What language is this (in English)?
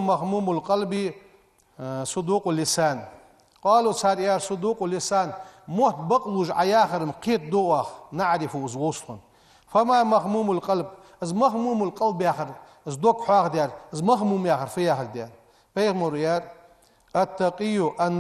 Ingush